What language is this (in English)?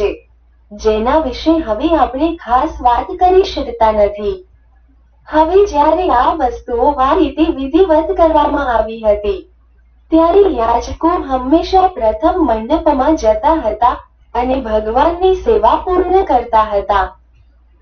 Gujarati